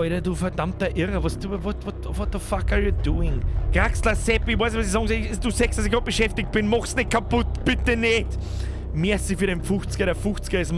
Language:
Bavarian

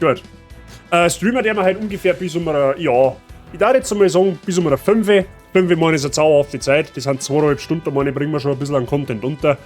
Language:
Bavarian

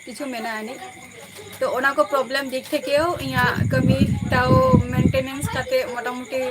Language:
Santali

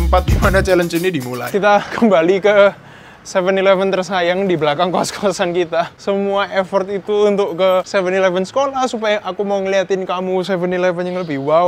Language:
Indonesian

